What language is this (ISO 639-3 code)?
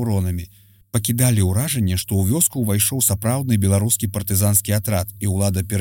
bel